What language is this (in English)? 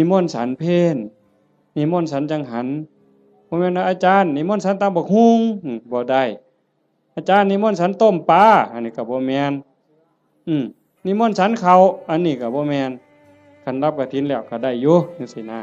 Northeastern Thai